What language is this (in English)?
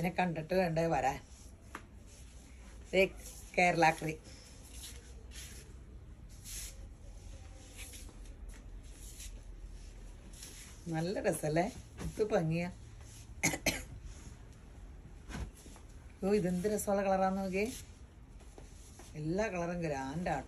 Malayalam